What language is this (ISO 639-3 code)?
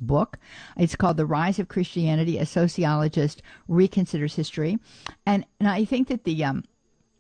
eng